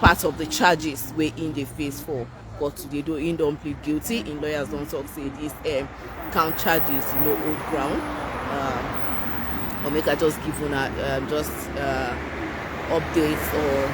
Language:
Nigerian Pidgin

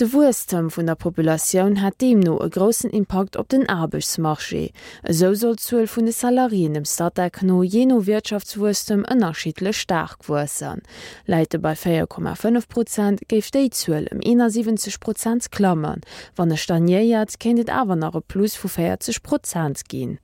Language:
Luxembourgish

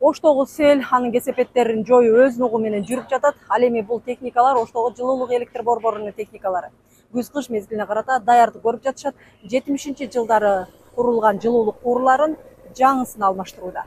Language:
Kyrgyz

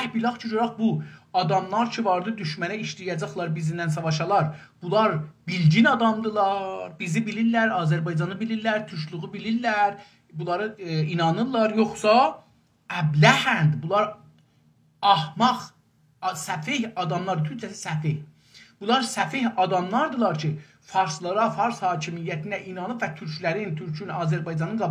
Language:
South Azerbaijani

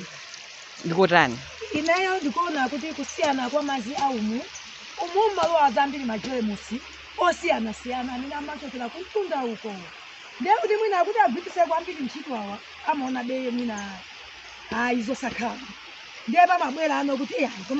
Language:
Nyanja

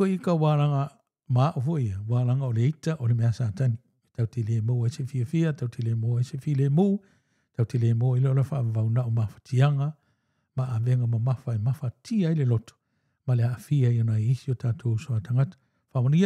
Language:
Samoan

